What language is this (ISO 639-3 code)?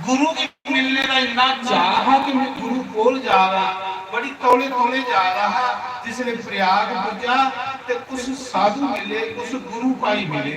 doi